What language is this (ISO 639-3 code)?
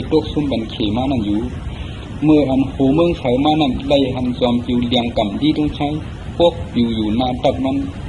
shn